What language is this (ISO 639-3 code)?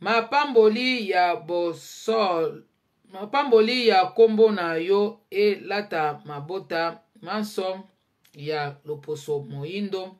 lin